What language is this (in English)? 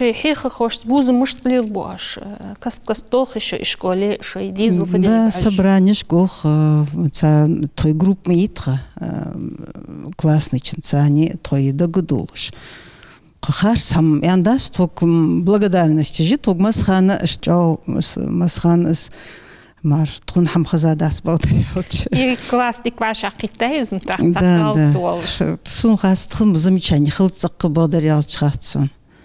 Ingush